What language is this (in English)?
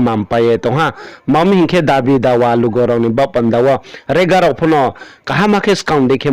Riang (India)